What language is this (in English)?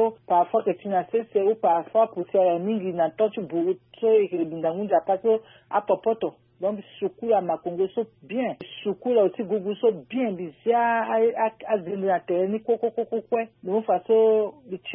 Sango